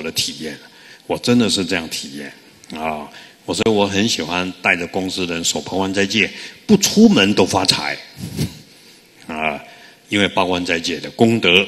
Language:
Chinese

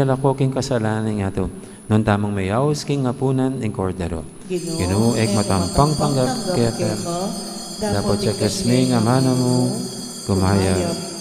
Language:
Pampanga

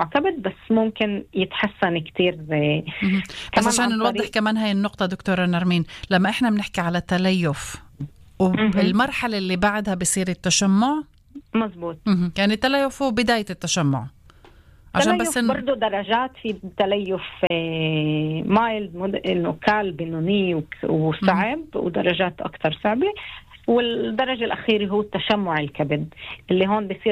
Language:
North Levantine Arabic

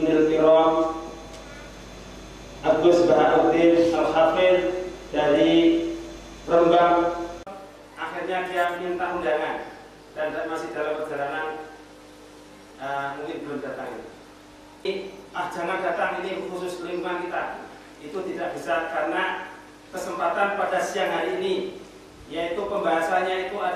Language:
Indonesian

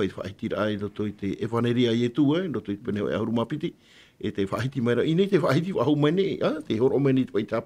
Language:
Tahitian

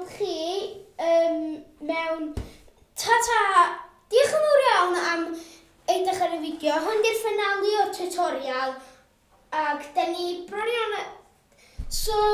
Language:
Welsh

